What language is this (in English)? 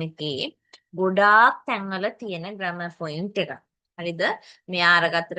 Sinhala